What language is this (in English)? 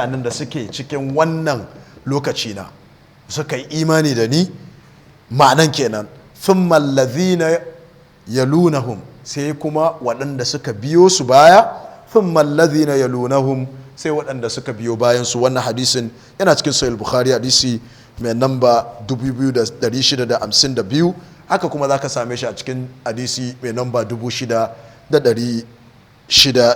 Hausa